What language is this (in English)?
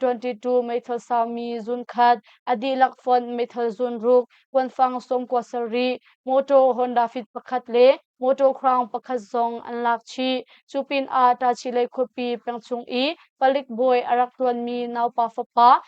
Hakha Chin